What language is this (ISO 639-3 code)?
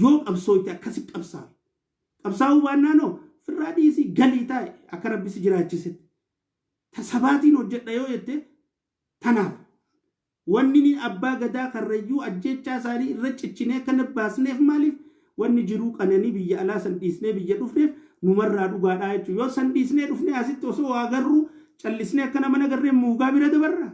orm